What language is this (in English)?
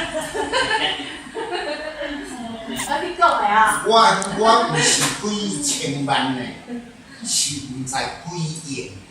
Min Nan Chinese